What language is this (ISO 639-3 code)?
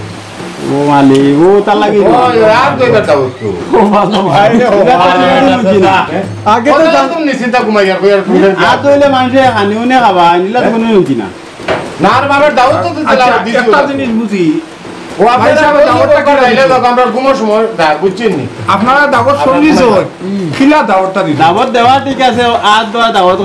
syl